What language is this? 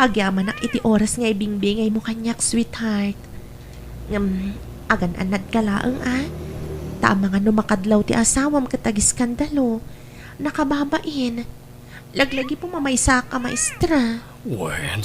Iloko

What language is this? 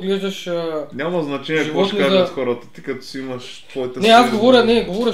Bulgarian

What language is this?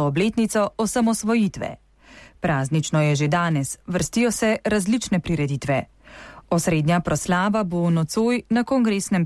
Slovenian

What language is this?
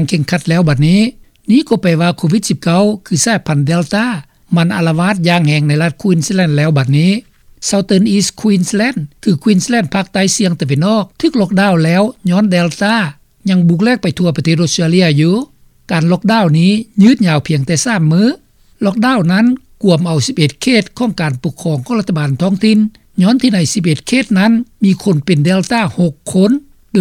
Lao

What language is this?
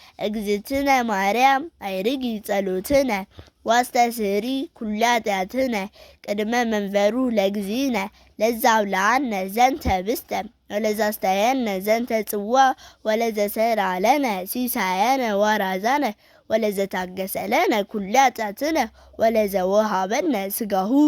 Geez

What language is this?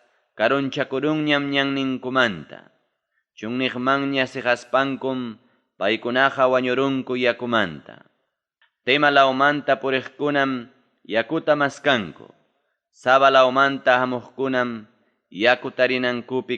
Ayacucho Quechua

